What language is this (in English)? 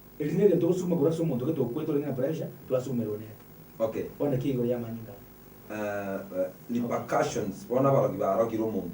Gusii